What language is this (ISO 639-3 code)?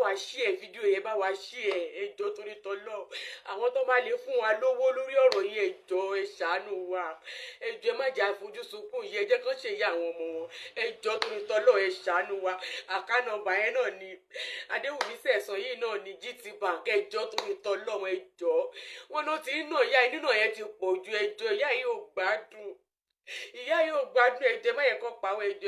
yor